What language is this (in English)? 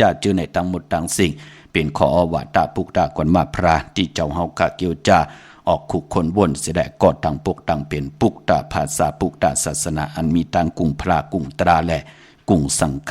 Shan